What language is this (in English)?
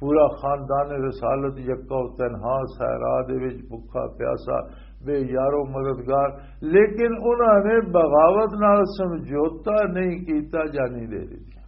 Western Panjabi